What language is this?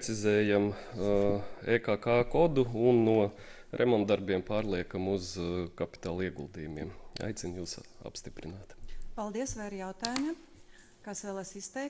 Latvian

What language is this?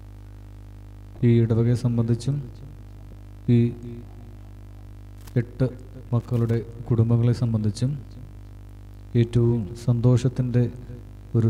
Malayalam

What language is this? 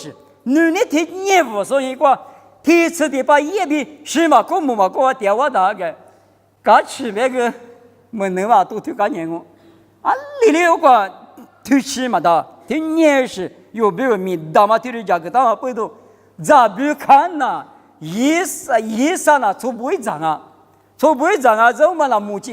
Lisu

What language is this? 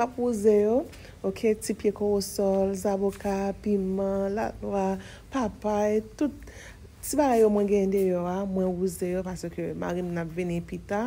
Haitian Creole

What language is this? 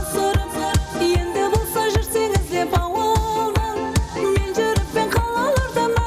Kara-Kalpak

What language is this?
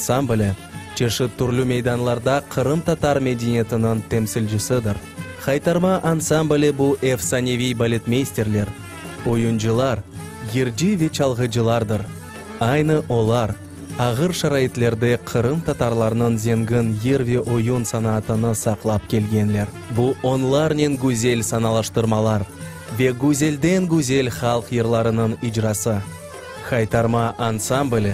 Crimean Tatar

